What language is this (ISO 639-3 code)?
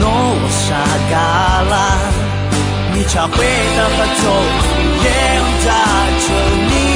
ahk